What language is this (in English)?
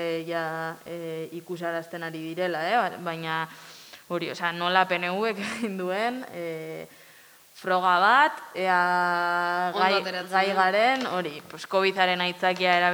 Basque